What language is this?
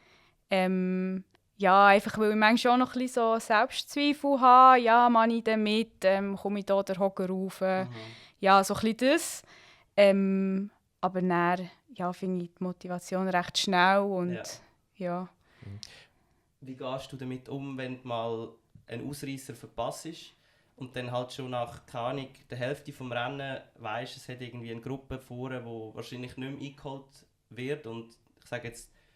Swiss German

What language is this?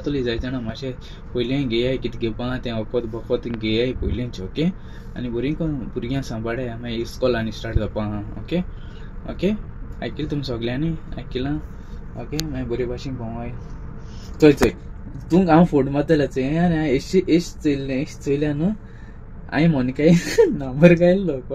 Konkani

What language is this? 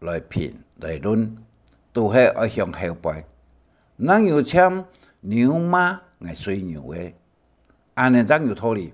Hakka Chinese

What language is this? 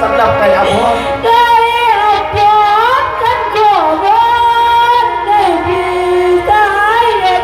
Lao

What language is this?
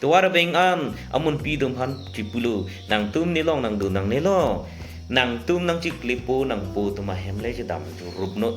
Karbi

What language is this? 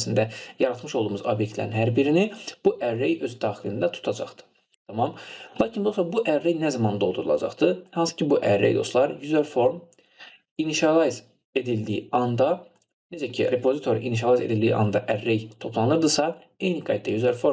Azerbaijani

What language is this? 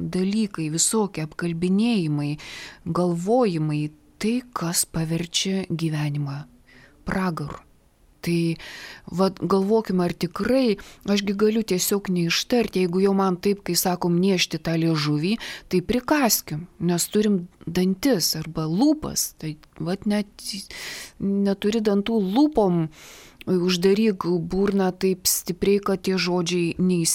Lithuanian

